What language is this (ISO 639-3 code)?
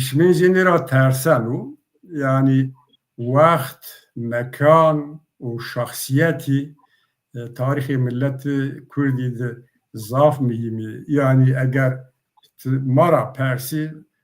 zza